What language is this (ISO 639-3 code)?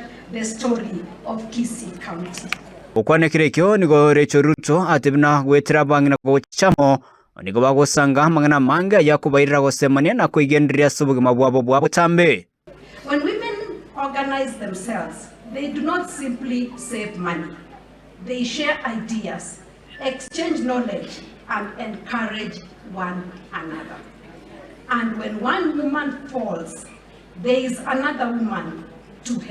guz